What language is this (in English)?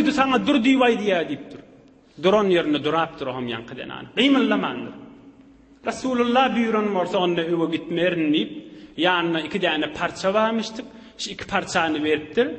Turkmen